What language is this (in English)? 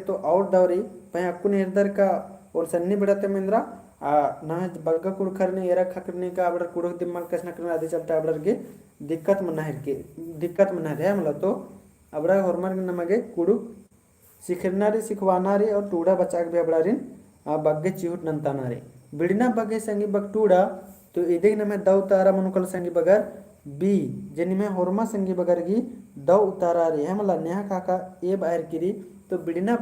Kurukh